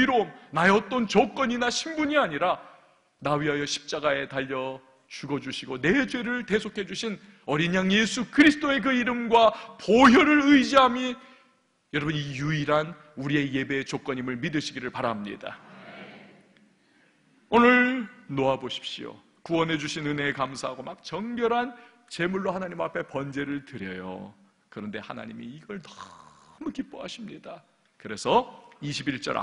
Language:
Korean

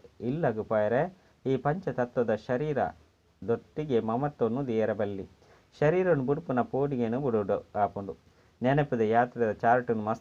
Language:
Tulu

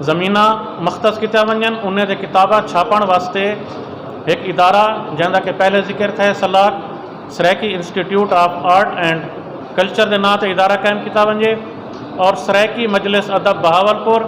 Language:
Saraiki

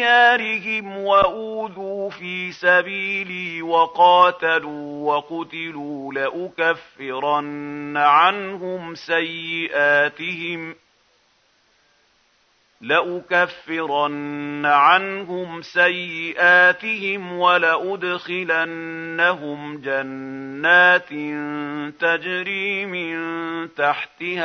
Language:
Arabic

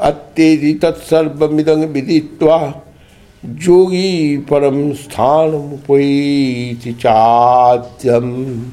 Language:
Sanskrit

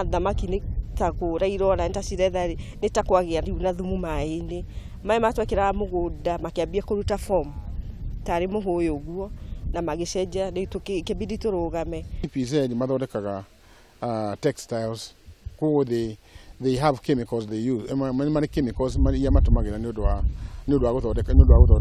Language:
Kikuyu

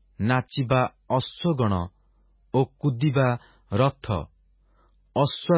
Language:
Odia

